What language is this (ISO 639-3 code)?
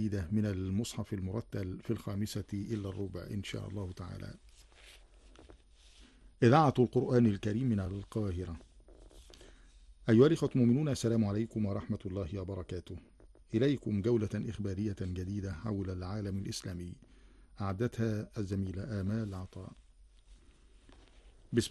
ara